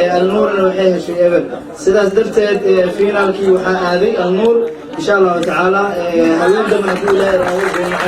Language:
Somali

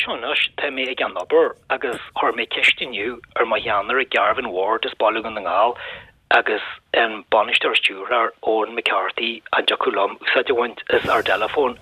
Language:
Irish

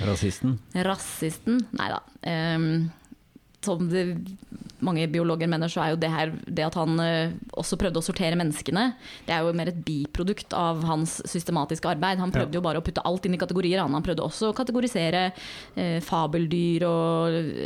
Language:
Norwegian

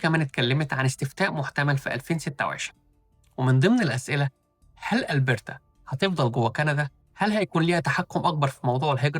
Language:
Egyptian Arabic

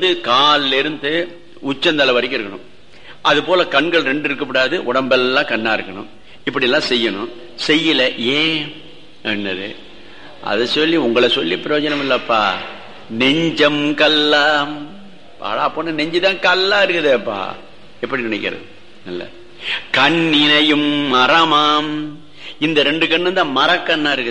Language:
Tamil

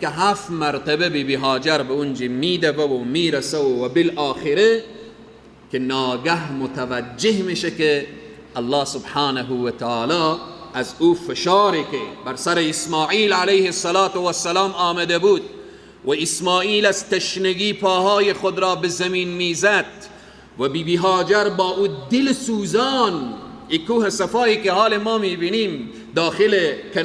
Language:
Persian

